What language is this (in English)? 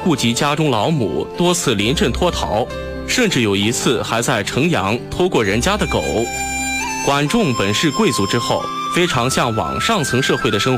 Chinese